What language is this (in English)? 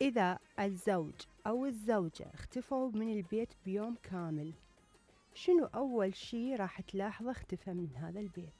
Mesopotamian Arabic